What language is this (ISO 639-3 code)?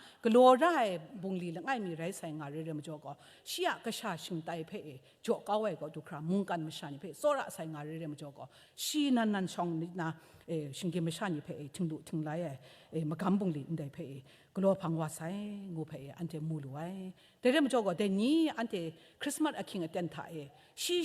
kac